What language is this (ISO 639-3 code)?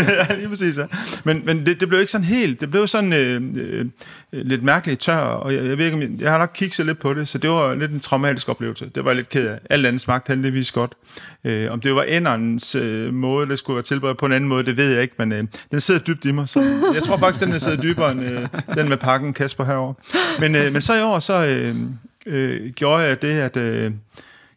dan